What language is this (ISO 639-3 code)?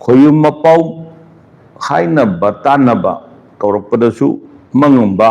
mni